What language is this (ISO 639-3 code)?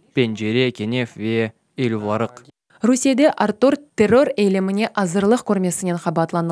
crh